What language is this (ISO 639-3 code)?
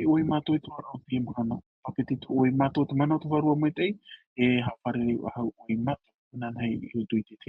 tah